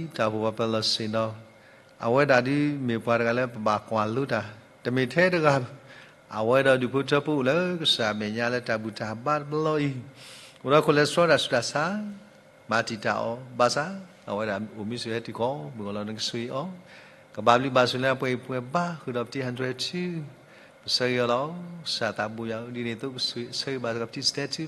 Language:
S'gaw Karen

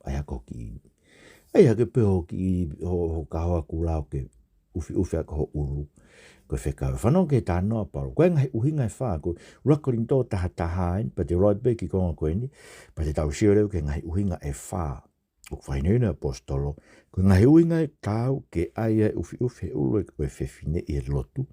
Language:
Tongan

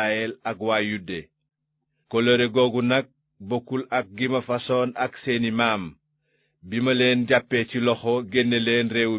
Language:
Wolof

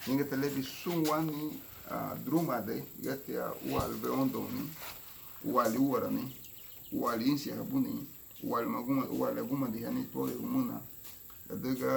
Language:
Garifuna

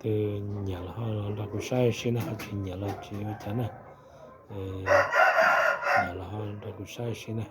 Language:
Hmong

